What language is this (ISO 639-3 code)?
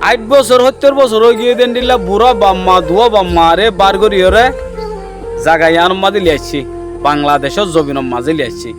rhg